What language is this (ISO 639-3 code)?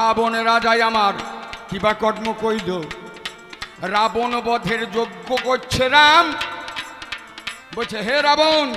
ben